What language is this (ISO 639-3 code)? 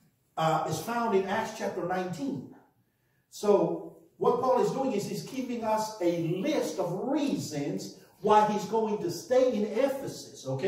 eng